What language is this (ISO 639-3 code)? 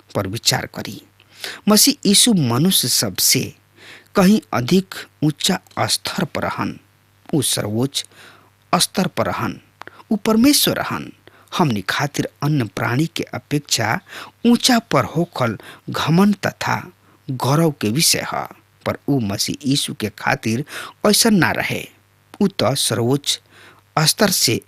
bho